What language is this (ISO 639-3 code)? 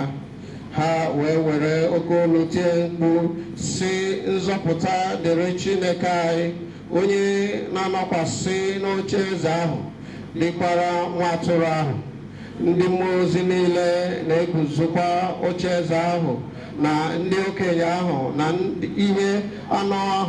ibo